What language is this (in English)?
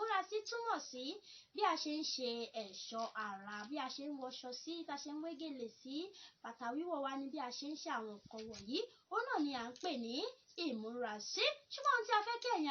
Yoruba